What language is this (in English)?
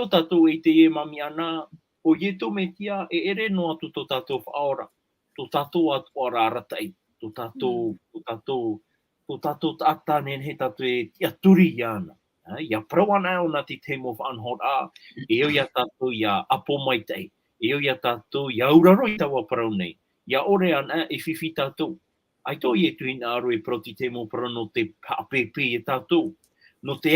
Tahitian